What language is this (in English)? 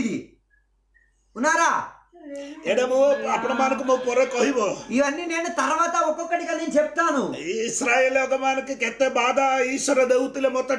Telugu